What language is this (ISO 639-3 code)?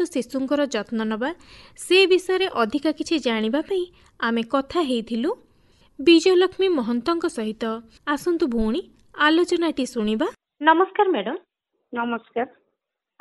ori